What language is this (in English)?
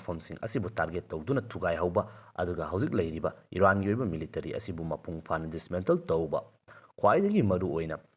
Manipuri